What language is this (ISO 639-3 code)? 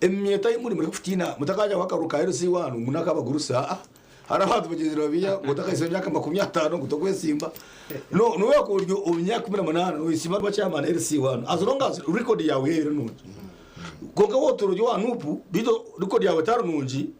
nyn